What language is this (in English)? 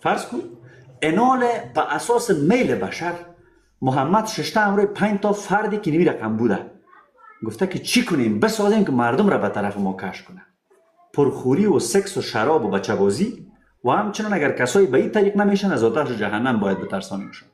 Persian